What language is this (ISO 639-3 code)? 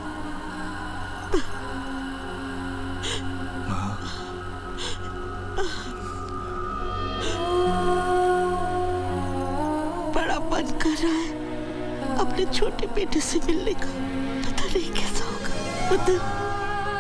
hin